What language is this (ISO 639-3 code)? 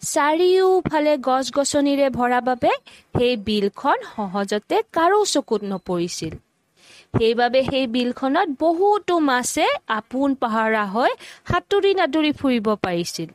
asm